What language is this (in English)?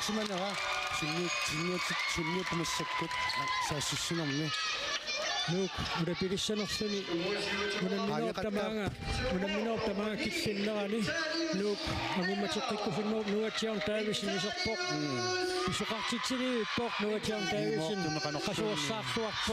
Kalaallisut